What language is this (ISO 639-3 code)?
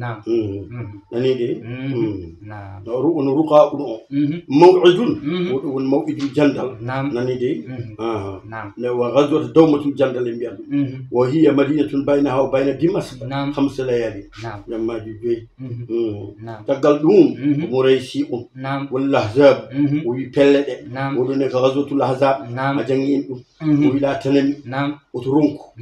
ful